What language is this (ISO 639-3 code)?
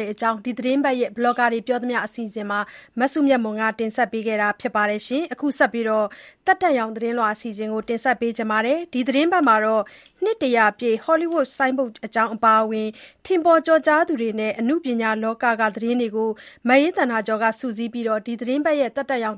mya